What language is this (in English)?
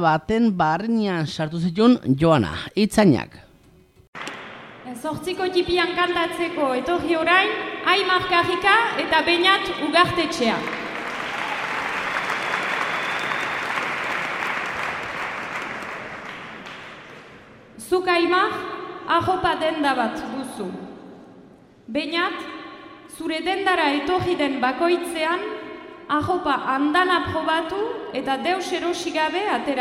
Basque